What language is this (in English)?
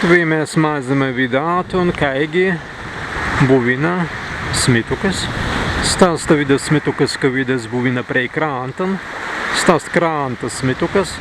Prussian